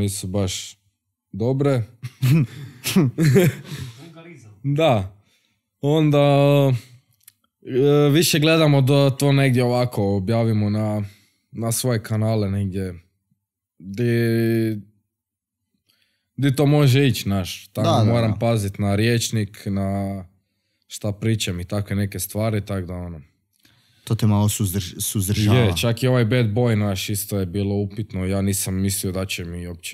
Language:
Croatian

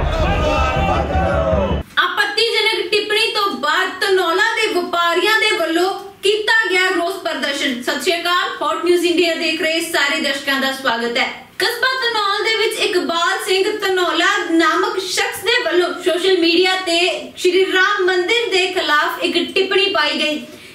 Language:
Punjabi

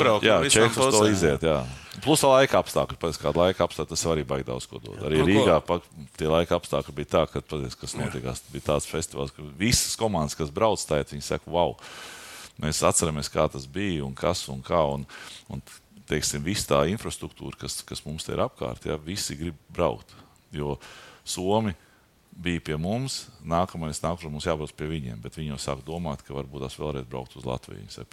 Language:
Latvian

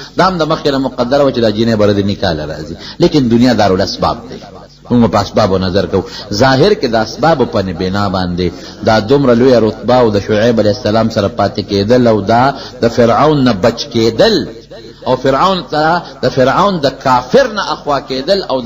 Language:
Pashto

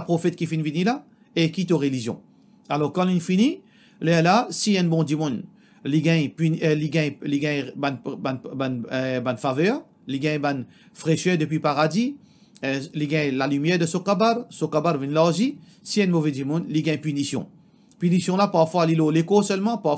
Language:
Morisyen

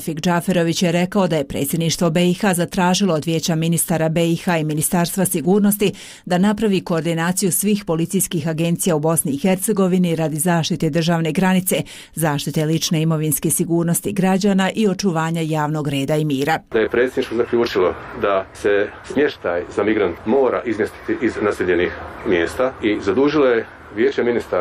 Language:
Bosnian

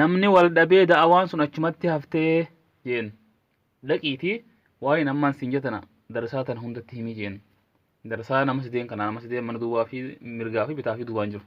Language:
Oromo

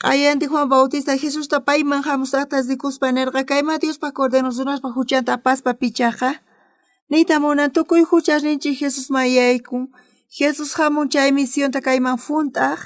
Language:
South Bolivian Quechua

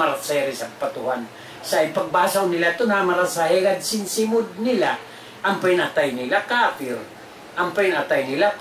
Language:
Tausug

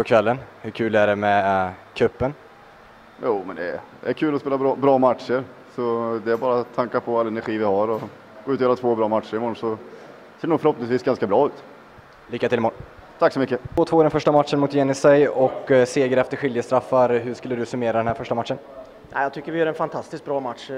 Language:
Swedish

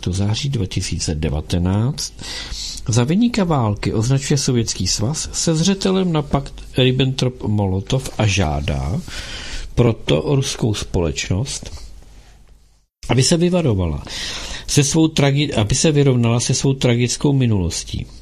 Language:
Czech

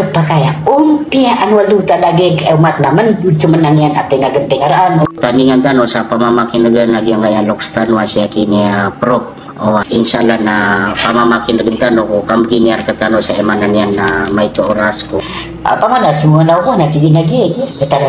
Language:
Maranao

